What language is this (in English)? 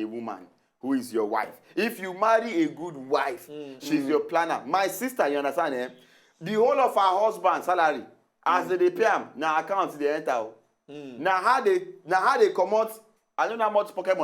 Nigerian Pidgin